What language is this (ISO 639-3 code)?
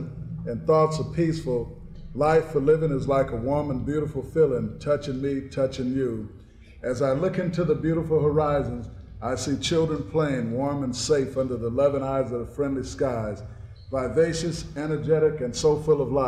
eng